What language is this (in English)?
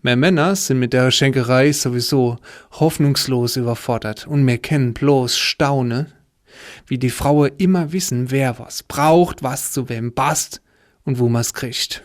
Palatine German